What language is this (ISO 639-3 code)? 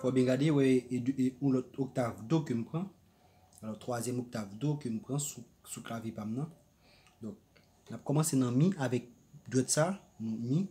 hat